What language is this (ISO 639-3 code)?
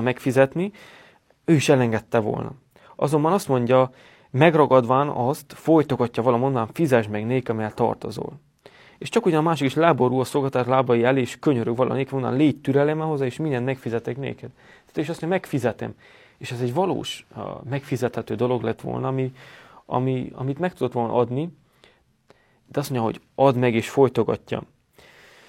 hun